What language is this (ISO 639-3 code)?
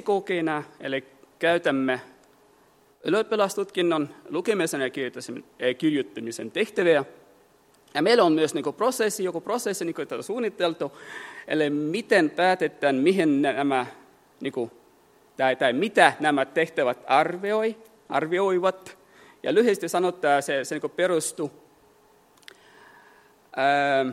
fin